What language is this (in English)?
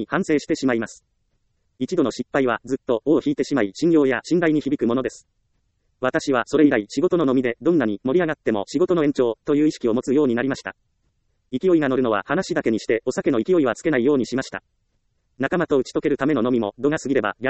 Japanese